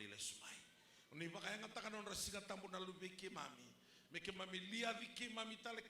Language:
Fijian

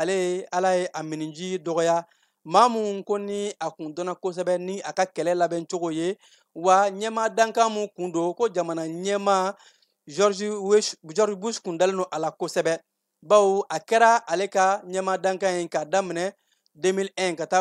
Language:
Bambara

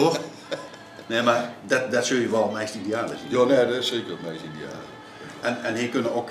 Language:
Limburgish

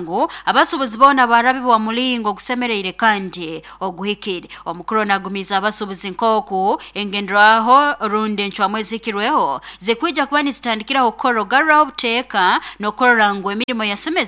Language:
Nyoro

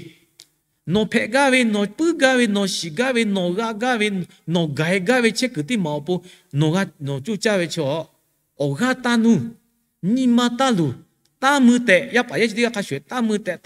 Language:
Lahu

